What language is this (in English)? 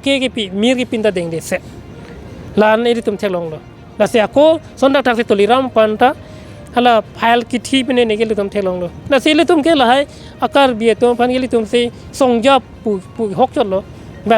Karbi